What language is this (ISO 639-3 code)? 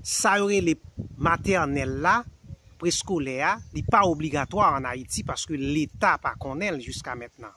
hat